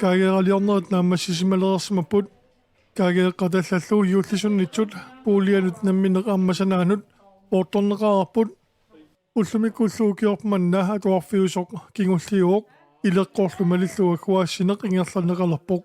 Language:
Kalaallisut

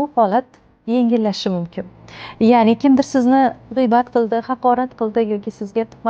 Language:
Uzbek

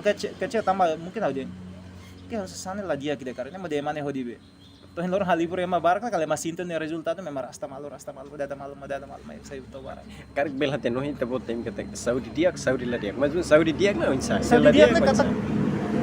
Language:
Tetum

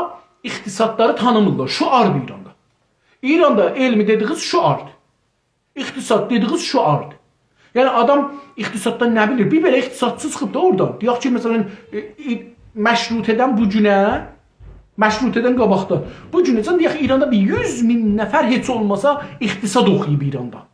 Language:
South Azerbaijani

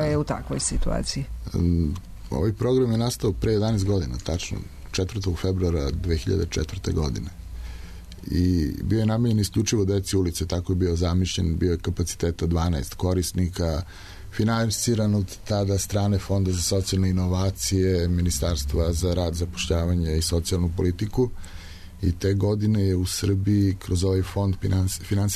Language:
Serbian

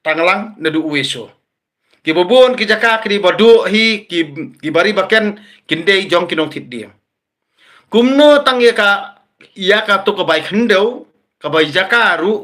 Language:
Khasi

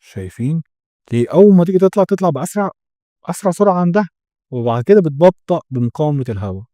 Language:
Egyptian Arabic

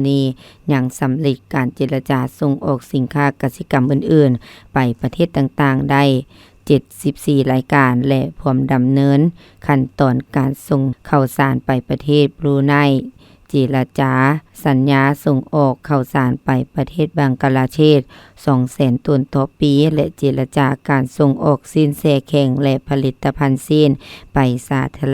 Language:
Lao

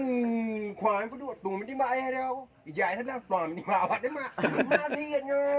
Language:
Achinese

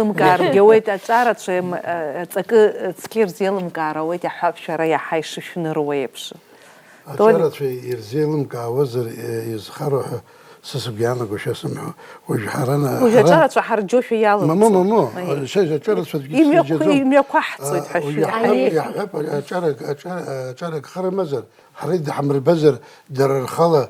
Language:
Abkhazian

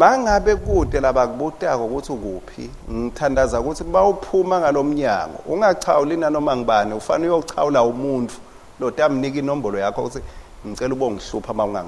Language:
Swati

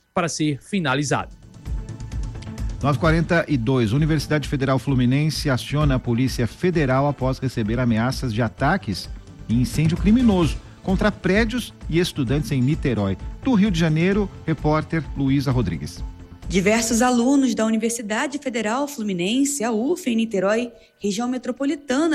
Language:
Portuguese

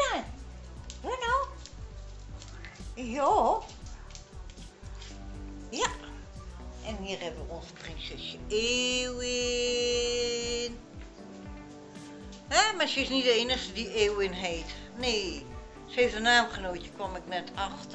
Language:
Dutch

